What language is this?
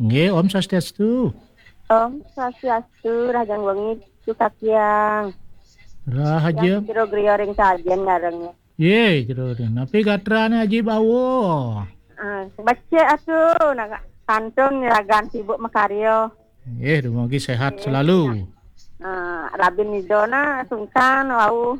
Balinese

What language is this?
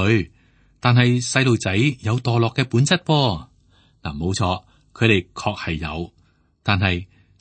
Cantonese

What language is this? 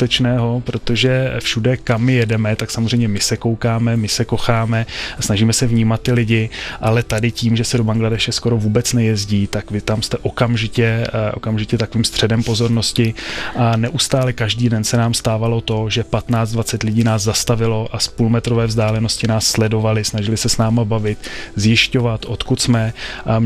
Czech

